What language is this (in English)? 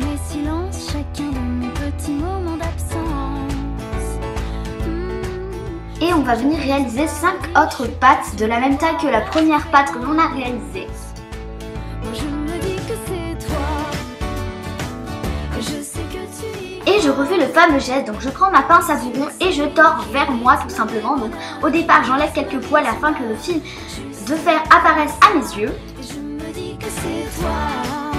French